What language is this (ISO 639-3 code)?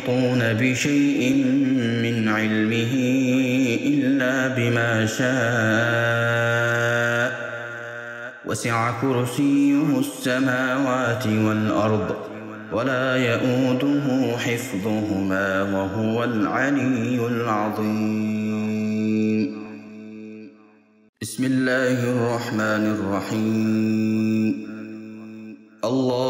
ara